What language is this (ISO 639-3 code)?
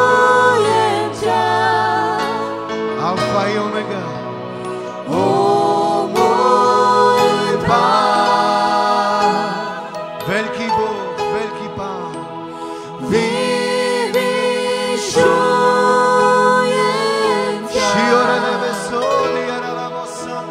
slk